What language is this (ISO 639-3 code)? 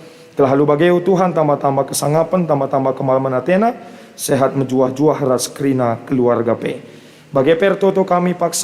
btx